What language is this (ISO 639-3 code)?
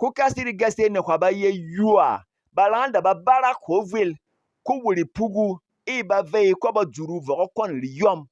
bom